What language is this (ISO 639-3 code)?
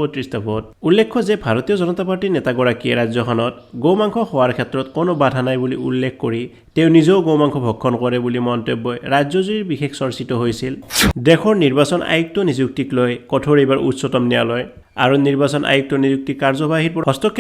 asm